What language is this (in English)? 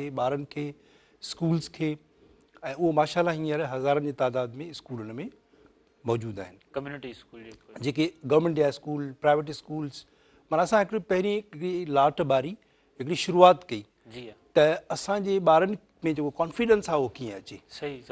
Sindhi